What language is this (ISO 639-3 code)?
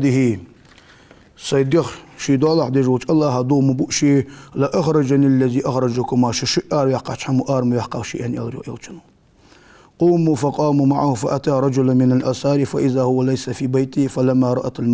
inh